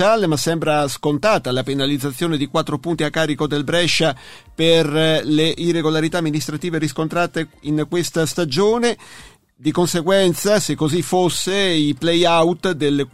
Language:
Italian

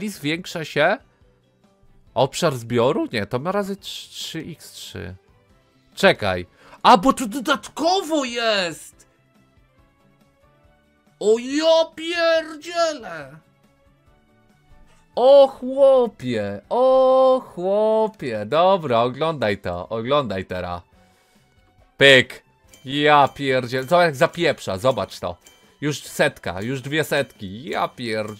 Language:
Polish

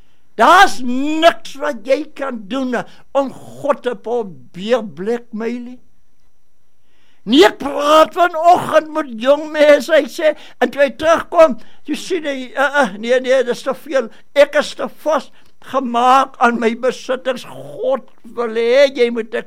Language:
Afrikaans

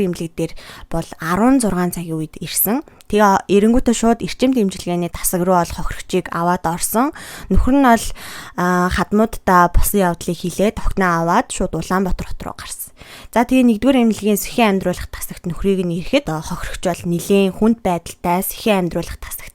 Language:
Mongolian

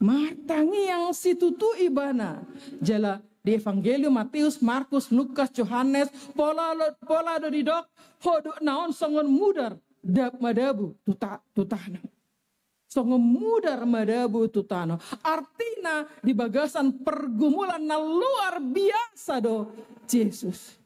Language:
Batak Toba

